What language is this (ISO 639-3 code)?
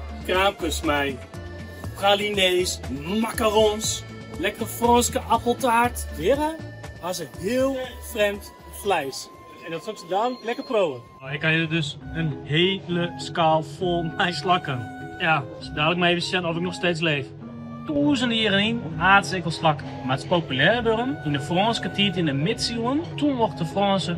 fry